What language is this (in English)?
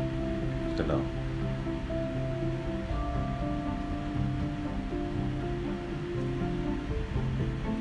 Malayalam